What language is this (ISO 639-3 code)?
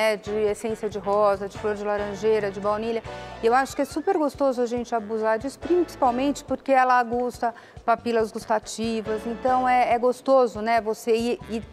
por